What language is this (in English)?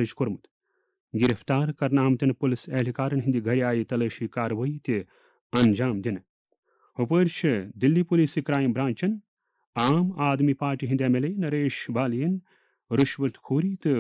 Kashmiri